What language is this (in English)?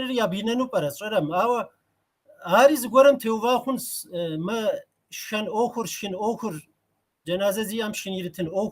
Kabardian